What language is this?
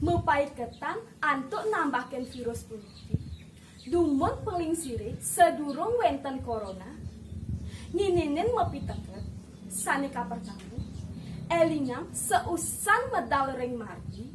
Balinese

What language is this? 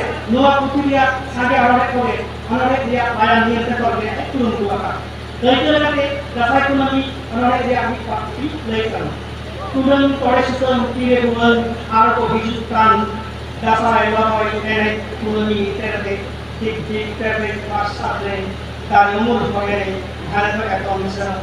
Santali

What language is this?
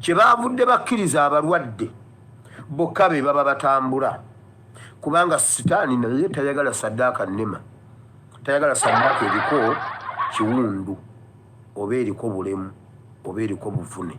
Ganda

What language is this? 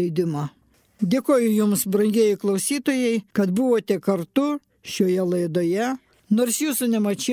Lithuanian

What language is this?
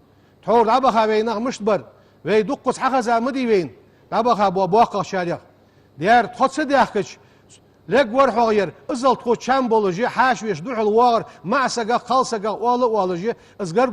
Ingush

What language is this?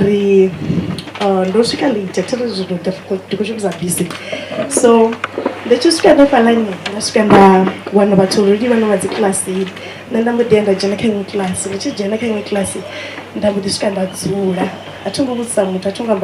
Venda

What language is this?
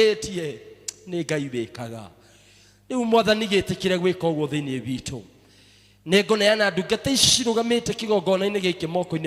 Kikuyu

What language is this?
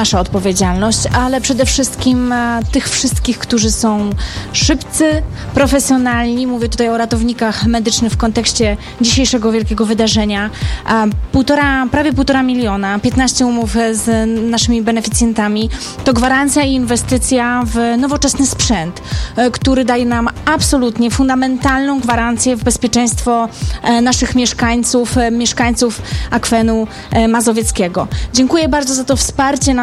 Polish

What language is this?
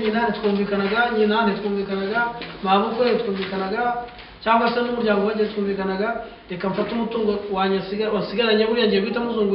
Kinyarwanda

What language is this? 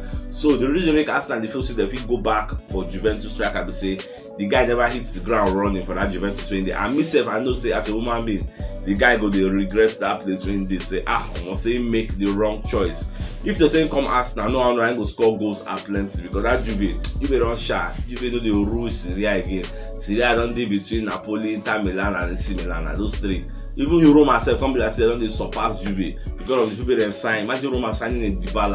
Nigerian Pidgin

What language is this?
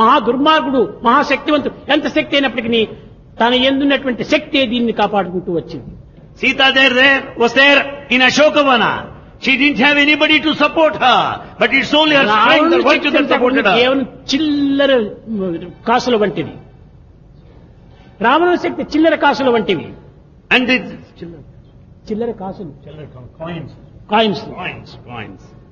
Telugu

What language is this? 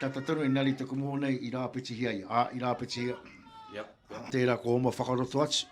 Māori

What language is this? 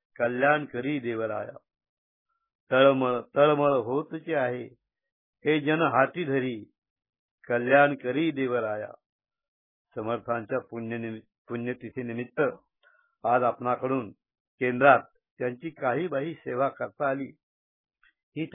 Marathi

